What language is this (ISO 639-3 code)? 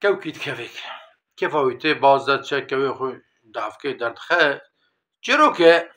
kur